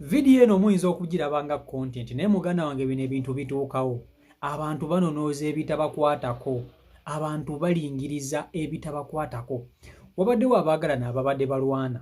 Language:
Ganda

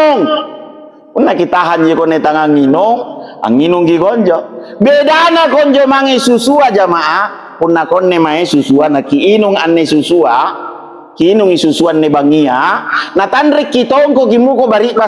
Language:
Makasar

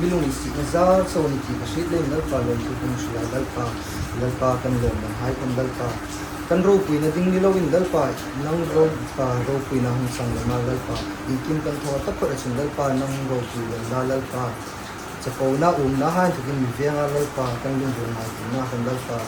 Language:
Hmar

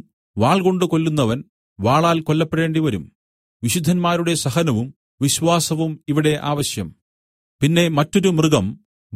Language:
Malayalam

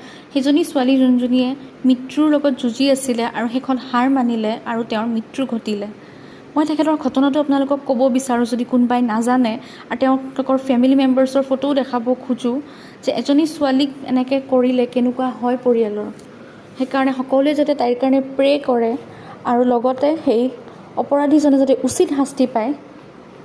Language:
Assamese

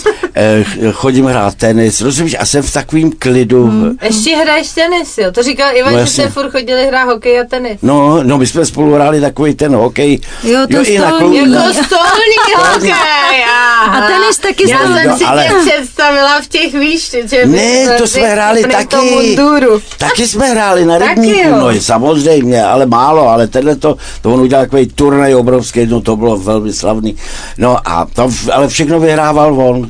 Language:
Czech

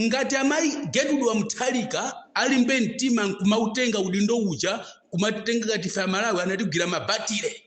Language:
Nyanja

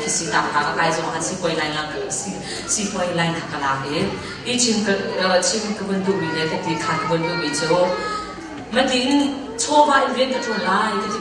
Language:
Hakha Chin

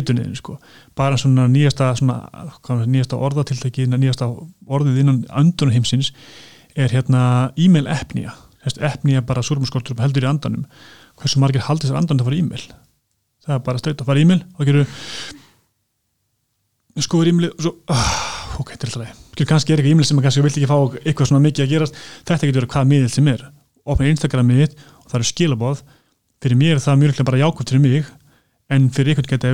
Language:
Icelandic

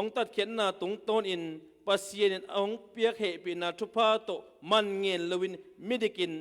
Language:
Tedim Chin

